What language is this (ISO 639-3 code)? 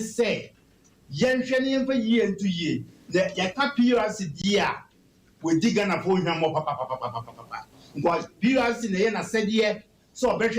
aka